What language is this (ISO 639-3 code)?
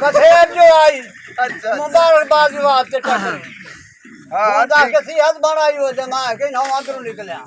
skr